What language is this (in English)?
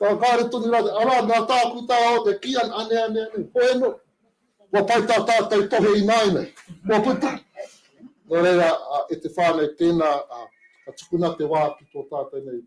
Māori